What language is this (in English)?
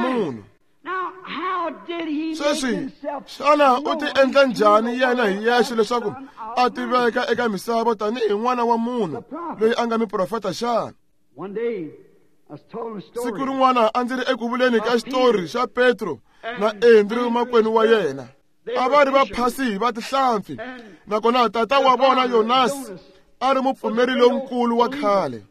Tsonga